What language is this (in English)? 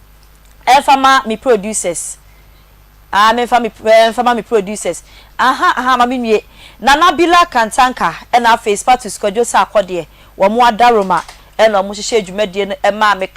Akan